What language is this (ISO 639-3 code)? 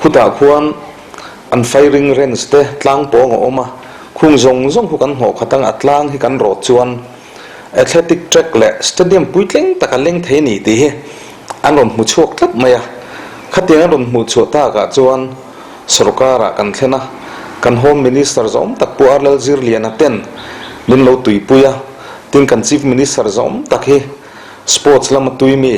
lus